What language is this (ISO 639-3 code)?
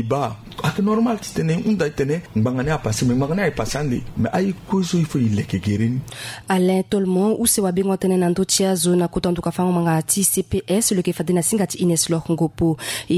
sag